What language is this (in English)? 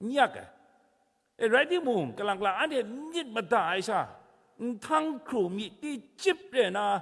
Kachin